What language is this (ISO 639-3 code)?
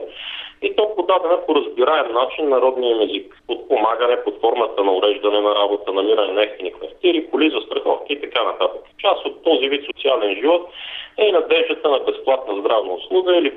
bul